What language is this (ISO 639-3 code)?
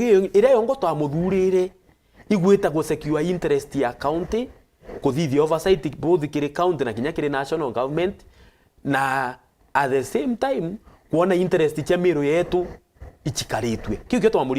mer